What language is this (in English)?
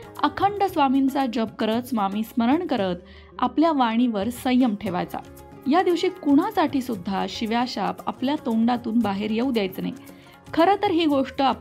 Marathi